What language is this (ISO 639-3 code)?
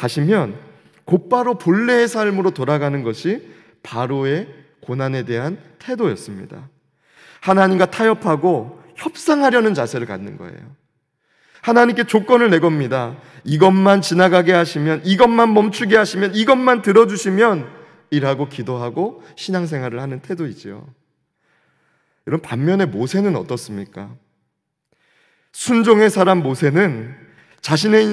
kor